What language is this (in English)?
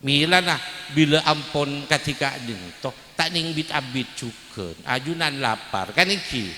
Madurese